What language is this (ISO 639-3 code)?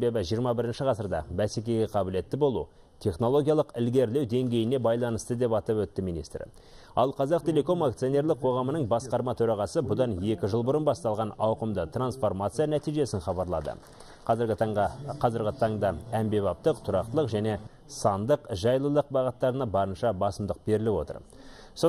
kaz